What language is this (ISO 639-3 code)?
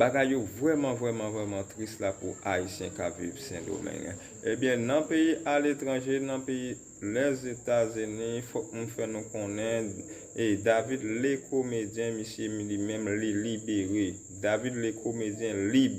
hat